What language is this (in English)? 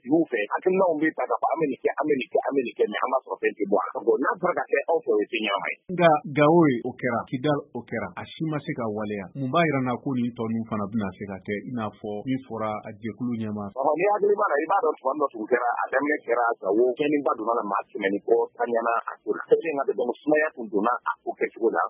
Bambara